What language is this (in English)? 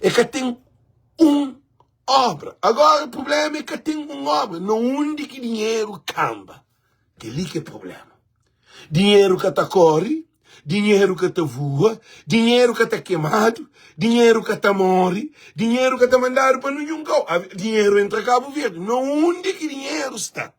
Kabuverdianu